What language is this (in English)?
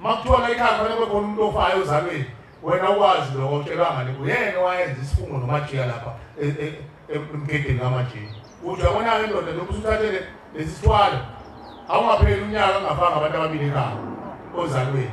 Zulu